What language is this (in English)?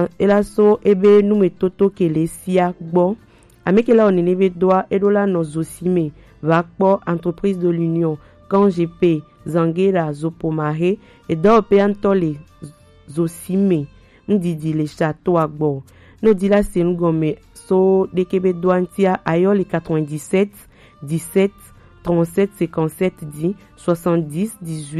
Gen